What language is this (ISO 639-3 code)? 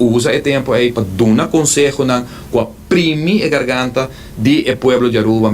pap